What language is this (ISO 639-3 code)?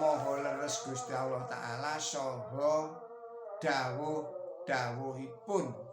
jav